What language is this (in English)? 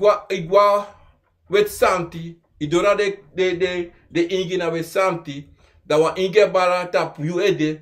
Sranan Tongo